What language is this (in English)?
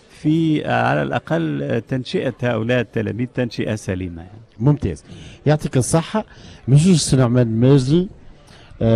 Tunisian Arabic